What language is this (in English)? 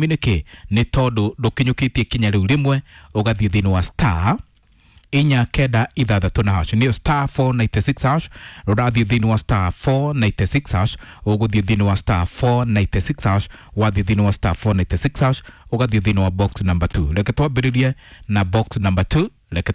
Kikuyu